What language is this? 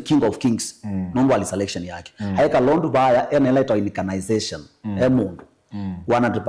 Kamba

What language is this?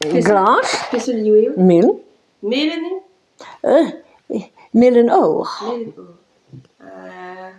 Breton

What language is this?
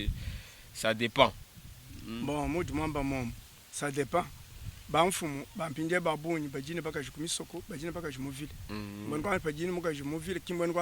Luba-Lulua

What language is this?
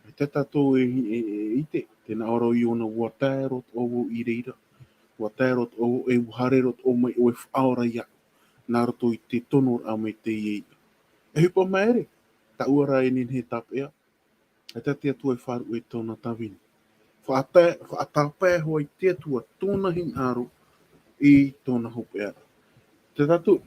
Tahitian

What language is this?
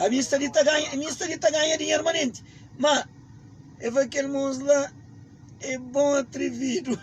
Kabuverdianu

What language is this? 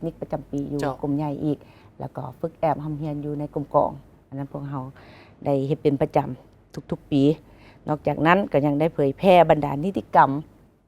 Lao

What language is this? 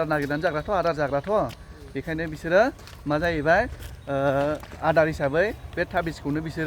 Bodo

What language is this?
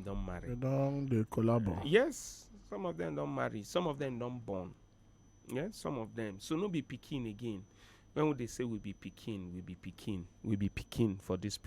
Nigerian Pidgin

